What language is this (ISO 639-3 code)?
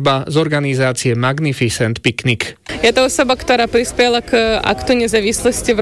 slk